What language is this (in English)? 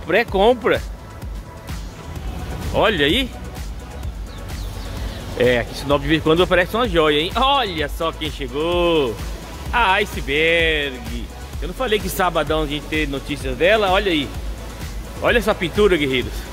Portuguese